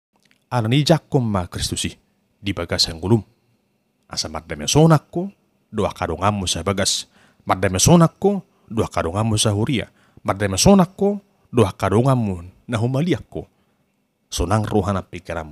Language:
Batak Toba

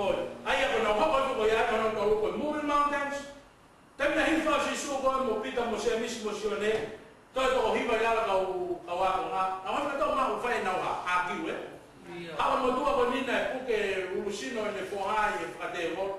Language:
Tongan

